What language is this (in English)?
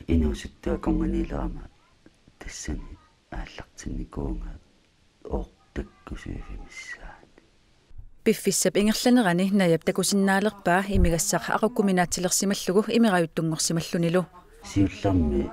Kalaallisut